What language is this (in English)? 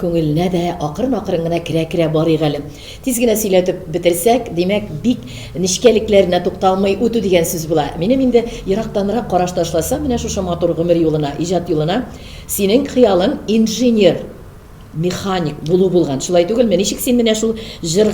Tatar